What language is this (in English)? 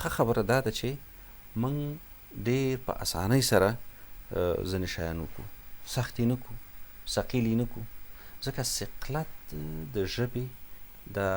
Pashto